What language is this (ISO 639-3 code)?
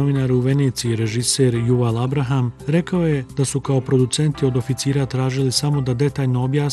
bos